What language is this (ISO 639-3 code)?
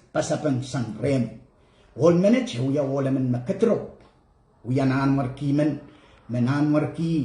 pon